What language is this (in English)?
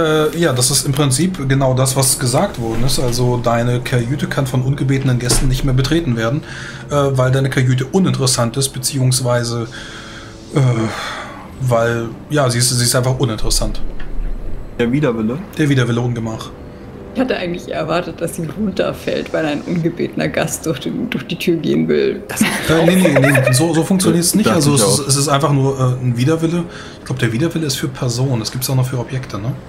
German